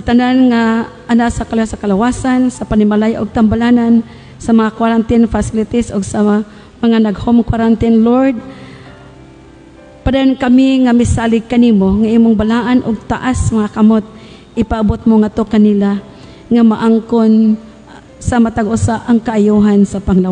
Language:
Cebuano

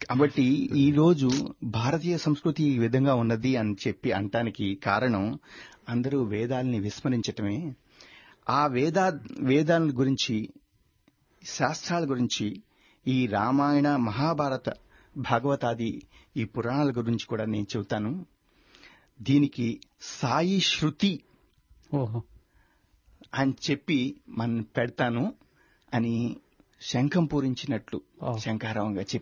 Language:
Telugu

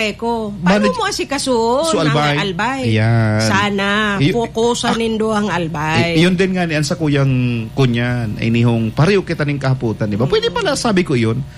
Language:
Bikol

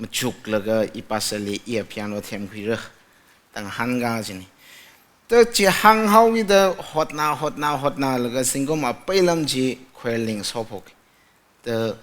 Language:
Tangkhul Naga (India)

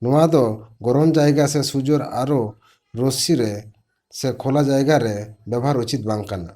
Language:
Santali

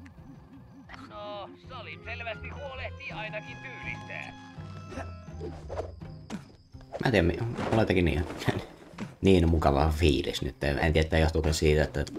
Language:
Finnish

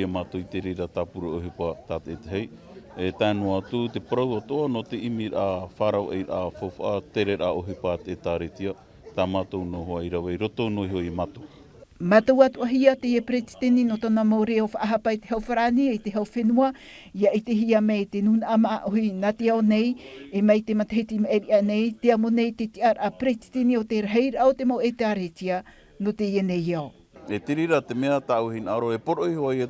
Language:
Tahitian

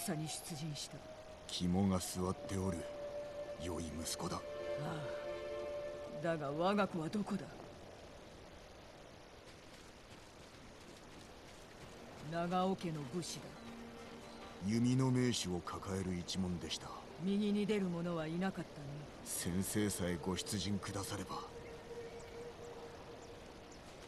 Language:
Japanese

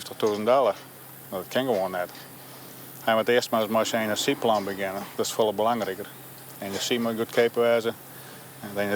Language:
Western Frisian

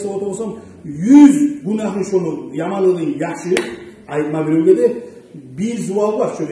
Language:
Kumyk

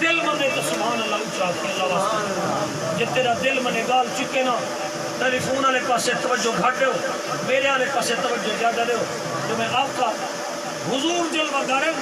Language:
Saraiki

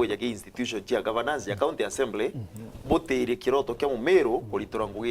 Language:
Meru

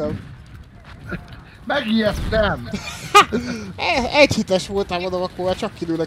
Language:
Hungarian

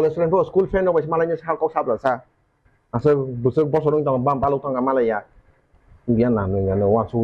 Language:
Kok Borok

